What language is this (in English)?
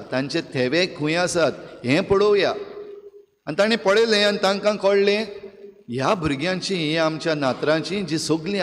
Konkani